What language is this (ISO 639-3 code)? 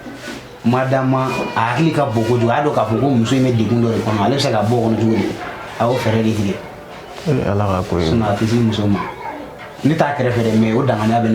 bam